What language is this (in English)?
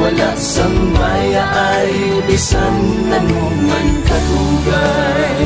Hiligaynon